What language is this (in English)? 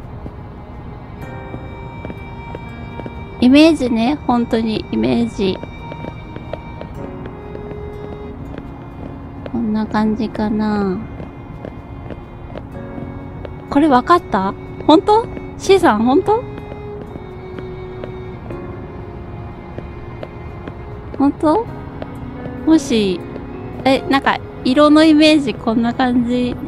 Japanese